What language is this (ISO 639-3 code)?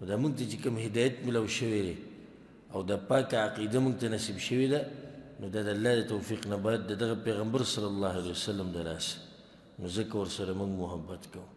pus